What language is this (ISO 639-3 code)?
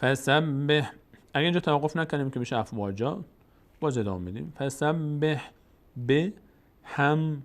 fas